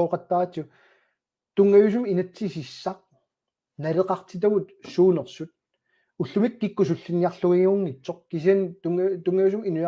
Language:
Kalaallisut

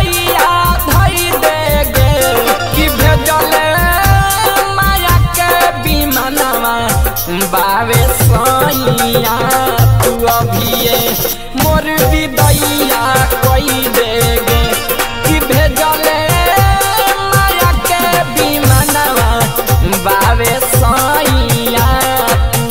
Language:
Bhojpuri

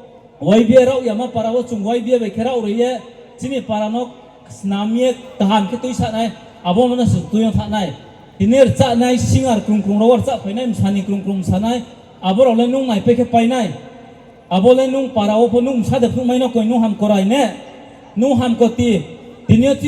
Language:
Riang (India)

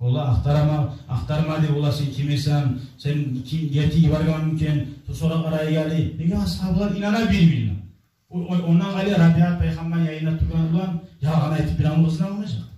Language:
Kumyk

